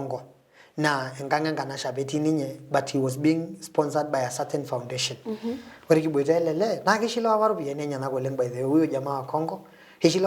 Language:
Masai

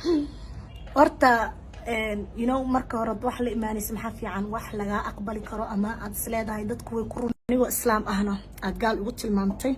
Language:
Somali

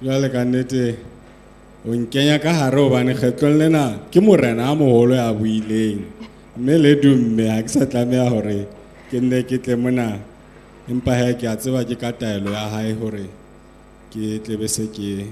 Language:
Southern Sotho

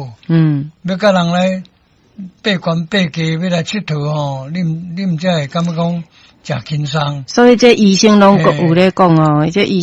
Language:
Min Nan Chinese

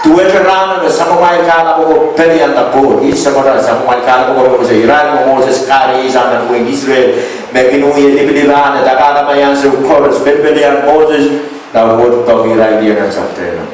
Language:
Pohnpeian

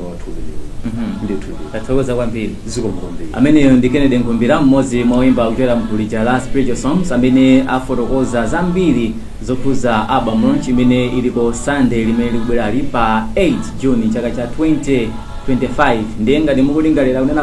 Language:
Nyanja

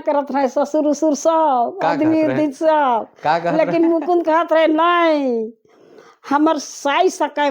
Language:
Sadri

